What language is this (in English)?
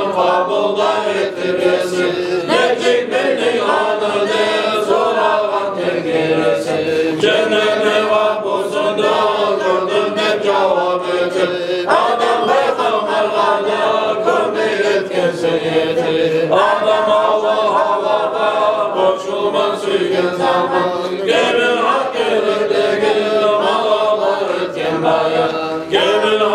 Kumyk